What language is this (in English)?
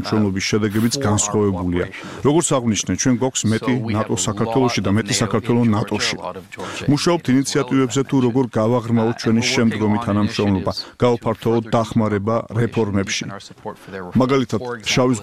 Georgian